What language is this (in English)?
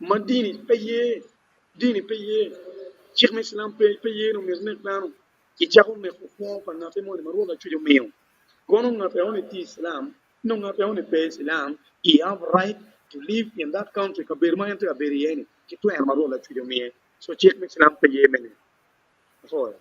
Acoli